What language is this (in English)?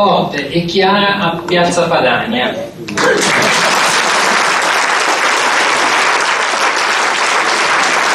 Italian